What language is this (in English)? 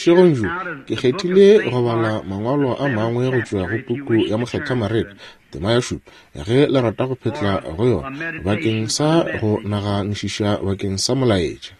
Northern Sotho